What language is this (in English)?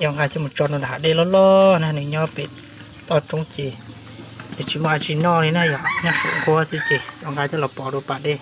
Hmong